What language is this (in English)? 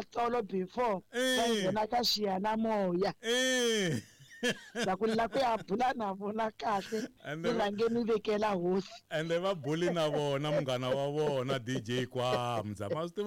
Tsonga